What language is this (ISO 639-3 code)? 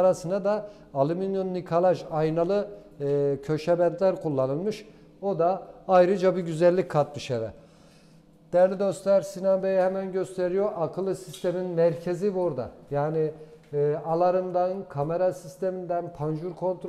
tur